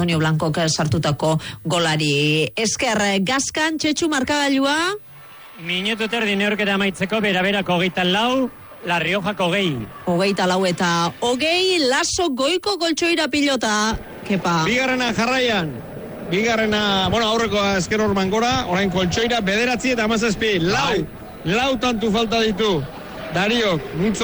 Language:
Basque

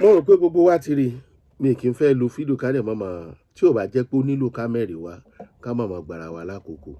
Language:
Yoruba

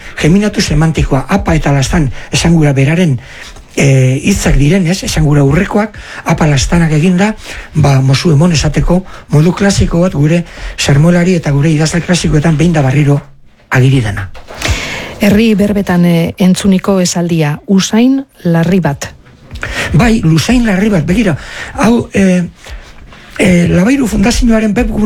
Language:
Basque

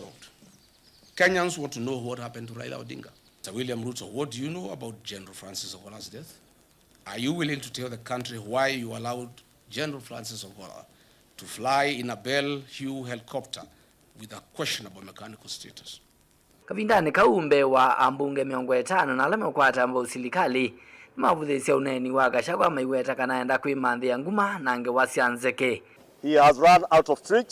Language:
Kamba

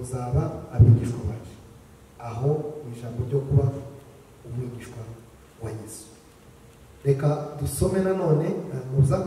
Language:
Kinyarwanda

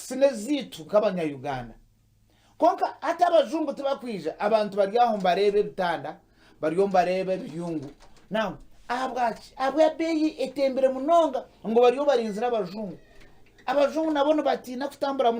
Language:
Nyankole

